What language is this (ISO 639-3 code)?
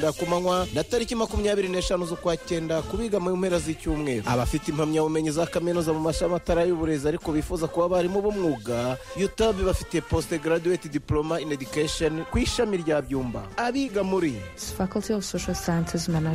kin